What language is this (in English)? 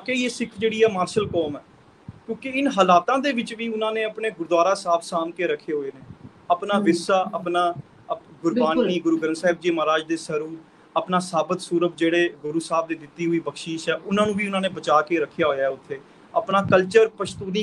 Punjabi